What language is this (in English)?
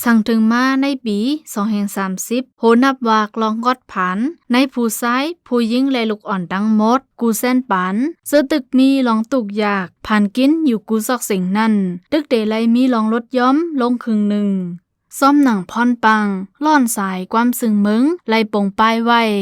Shan